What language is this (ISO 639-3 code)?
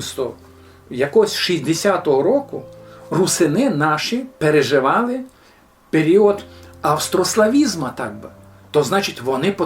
rue